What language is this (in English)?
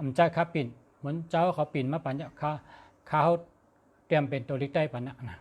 Shan